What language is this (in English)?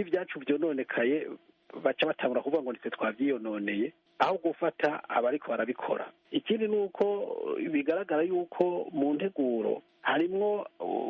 Rundi